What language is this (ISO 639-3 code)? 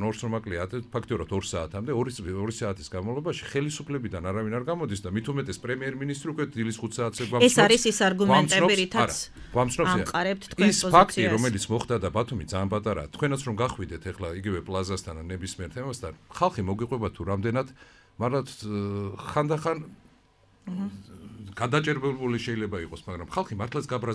kat